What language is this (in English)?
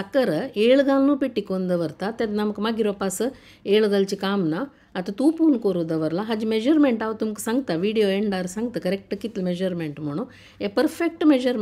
Konkani